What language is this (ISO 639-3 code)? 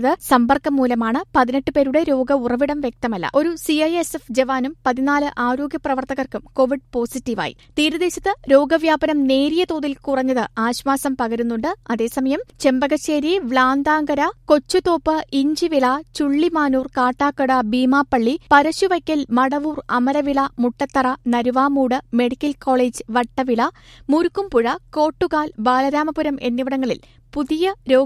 mal